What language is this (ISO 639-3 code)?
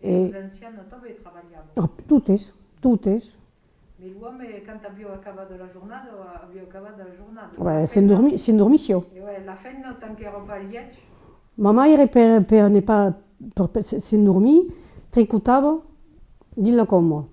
oci